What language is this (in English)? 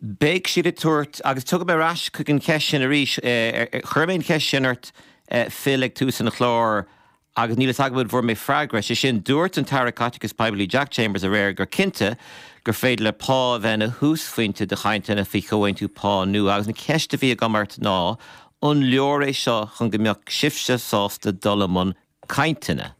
Irish